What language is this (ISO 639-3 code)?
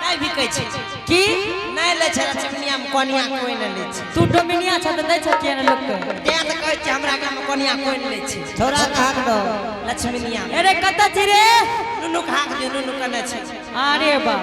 anp